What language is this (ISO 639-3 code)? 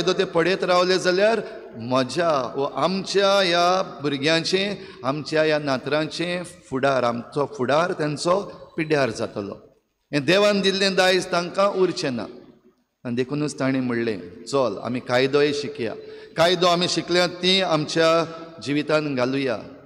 kok